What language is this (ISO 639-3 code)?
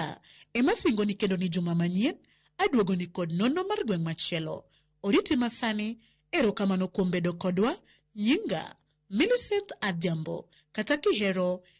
luo